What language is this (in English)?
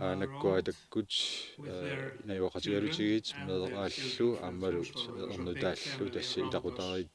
Kalaallisut